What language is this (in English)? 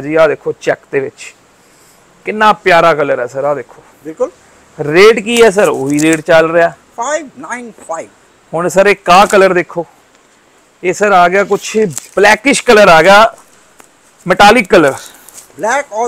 Punjabi